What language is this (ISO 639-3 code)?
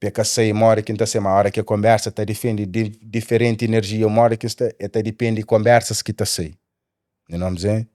kea